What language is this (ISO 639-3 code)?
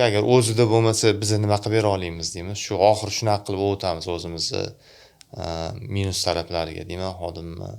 uzb